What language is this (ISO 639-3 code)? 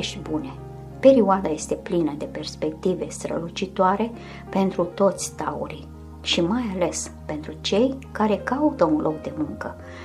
ron